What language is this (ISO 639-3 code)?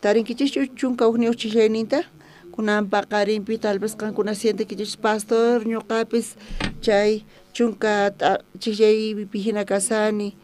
quh